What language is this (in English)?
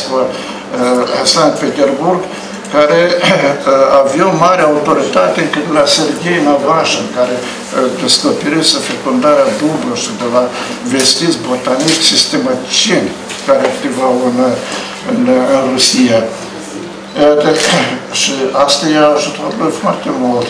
Romanian